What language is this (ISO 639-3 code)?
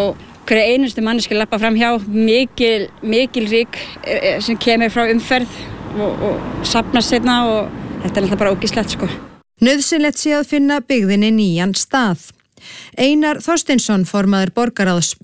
isl